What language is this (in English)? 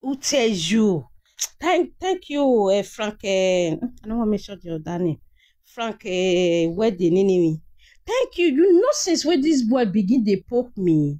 Nigerian Pidgin